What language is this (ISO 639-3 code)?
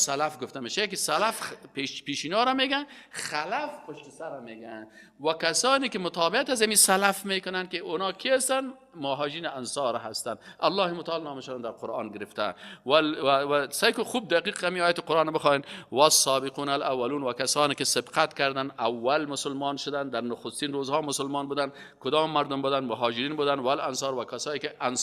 fas